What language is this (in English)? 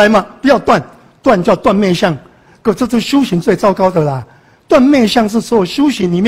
Chinese